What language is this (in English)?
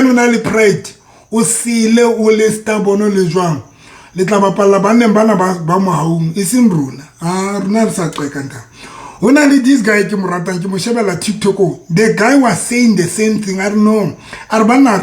Southern Sotho